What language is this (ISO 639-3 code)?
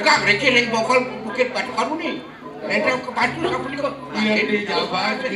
ban